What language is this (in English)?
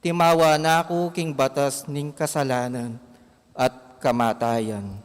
Pampanga